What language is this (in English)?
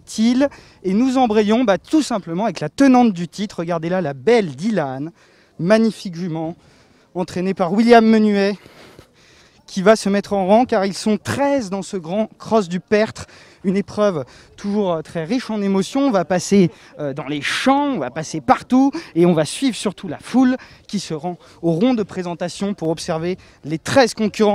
French